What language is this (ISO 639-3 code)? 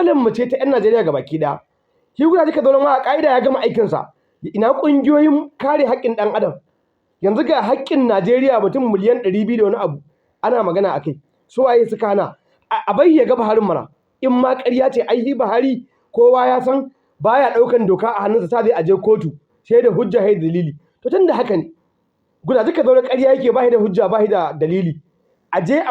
hau